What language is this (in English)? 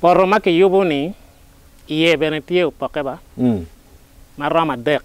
Acoli